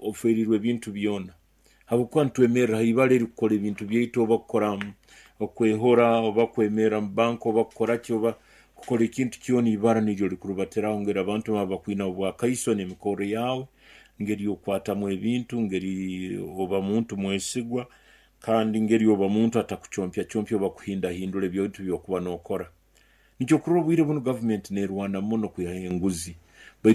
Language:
Nyoro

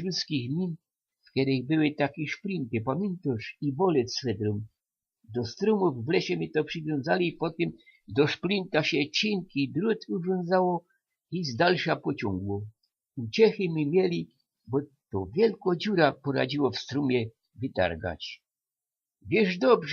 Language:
Silesian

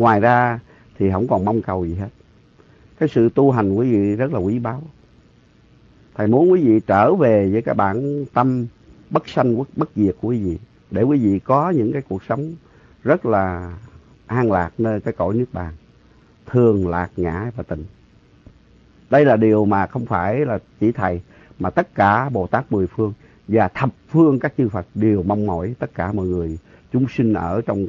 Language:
Vietnamese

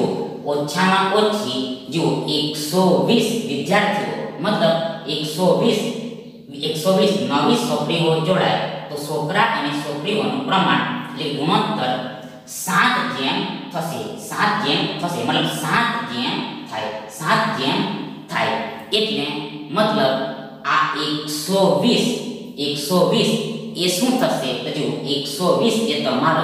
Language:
Gujarati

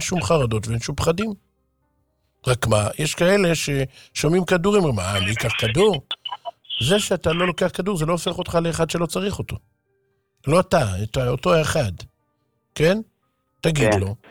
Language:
Hebrew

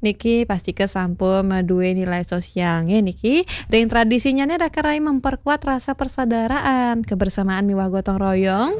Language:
Balinese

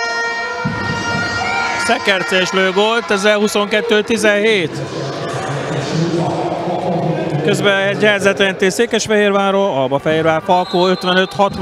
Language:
Hungarian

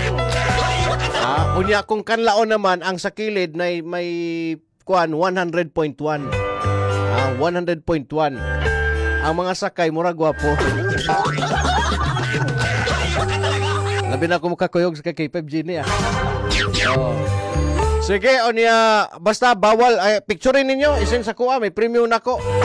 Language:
Cebuano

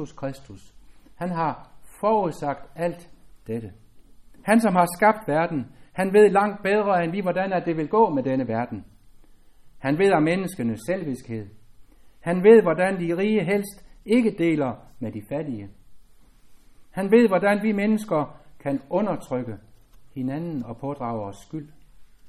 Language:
Danish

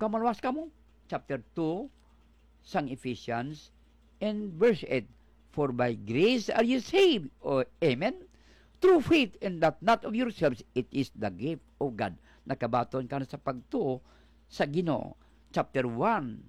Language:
Hiligaynon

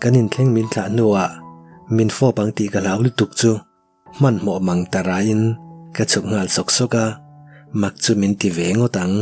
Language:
Mizo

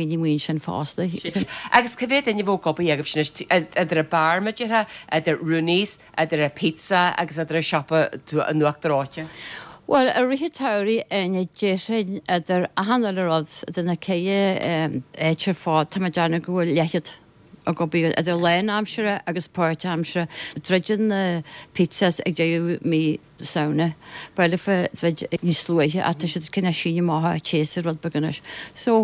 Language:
Irish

